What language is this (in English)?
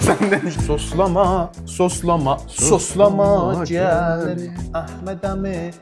South Azerbaijani